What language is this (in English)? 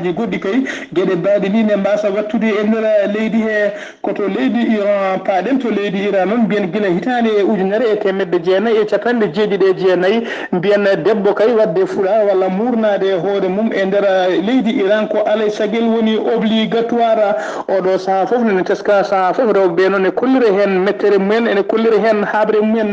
Fula